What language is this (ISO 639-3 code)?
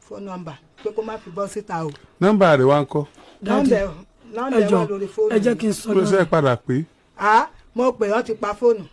yor